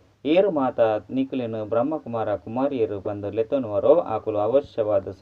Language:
Tulu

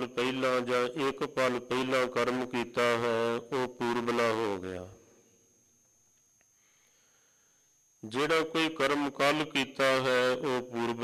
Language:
Punjabi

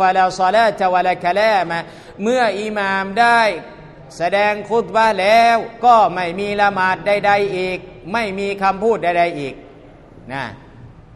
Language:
Thai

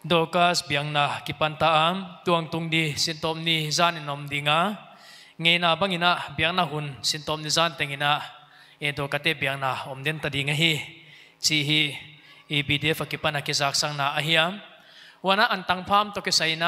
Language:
Paite Chin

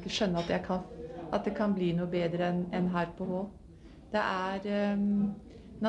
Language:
Norwegian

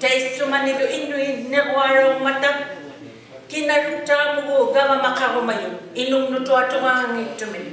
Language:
Inuktitut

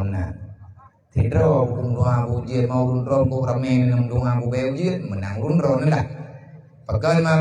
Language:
Achinese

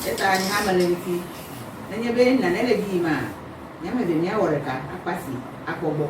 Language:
Ewe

